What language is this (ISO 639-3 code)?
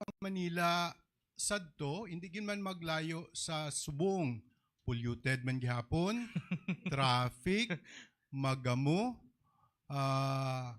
hil